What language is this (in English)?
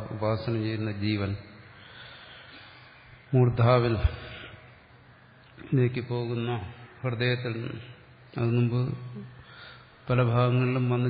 Malayalam